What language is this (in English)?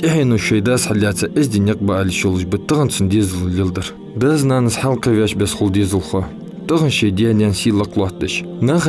Ingush